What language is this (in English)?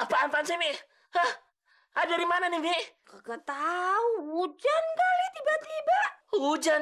Betawi